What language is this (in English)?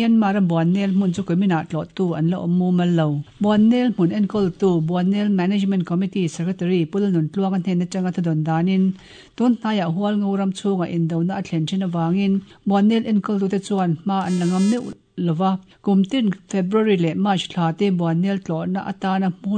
Mizo